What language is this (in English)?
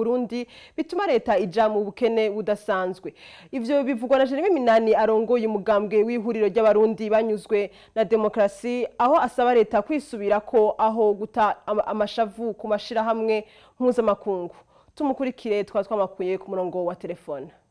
Rundi